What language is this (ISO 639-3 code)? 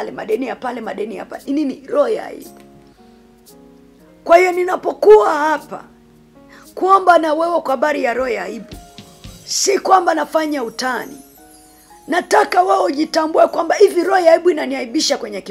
swa